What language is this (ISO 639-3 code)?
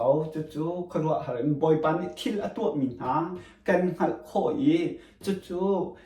cnh